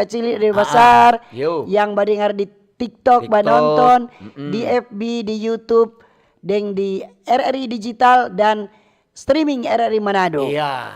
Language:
Manado Malay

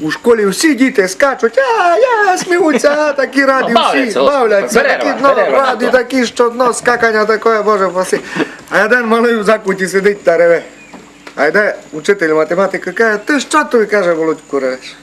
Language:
Rusyn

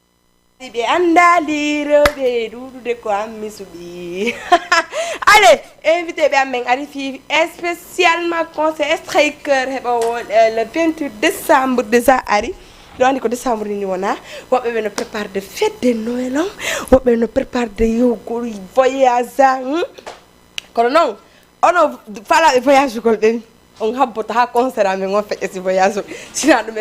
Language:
Fula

